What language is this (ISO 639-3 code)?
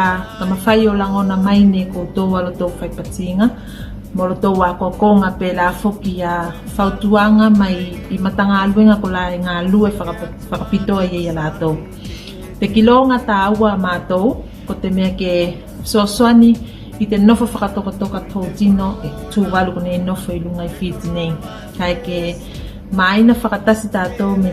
tvl